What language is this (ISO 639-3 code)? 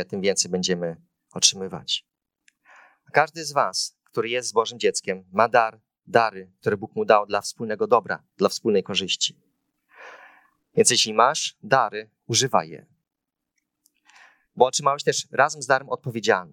pol